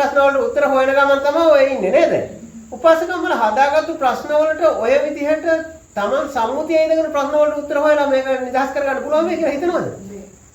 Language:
Sinhala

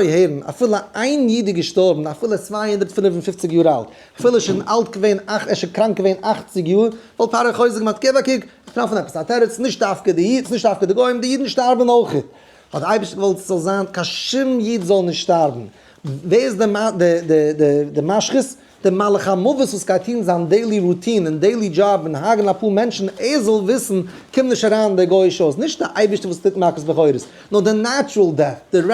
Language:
Yiddish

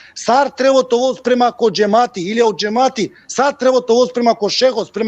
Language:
Balkan Romani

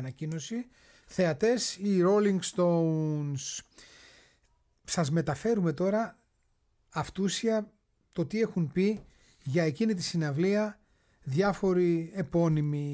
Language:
Greek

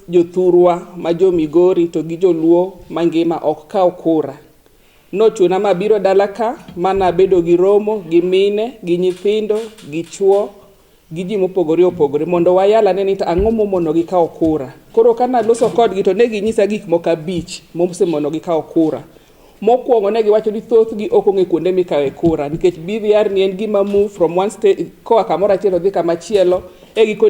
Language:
Luo (Kenya and Tanzania)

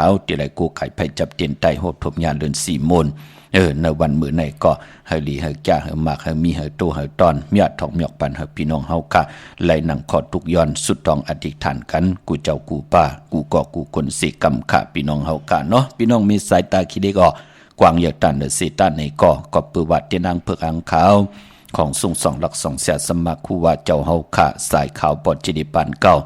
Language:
Shan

